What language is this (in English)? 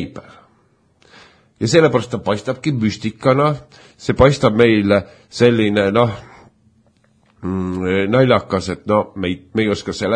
Estonian